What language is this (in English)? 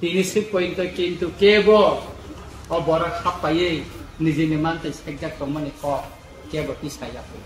Kok Borok